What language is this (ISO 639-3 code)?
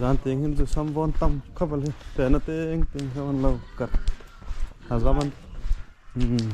hmr